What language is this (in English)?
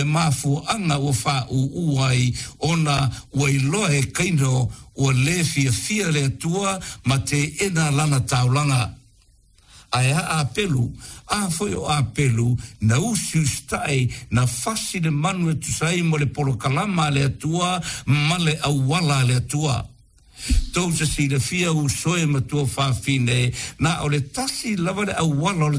Samoan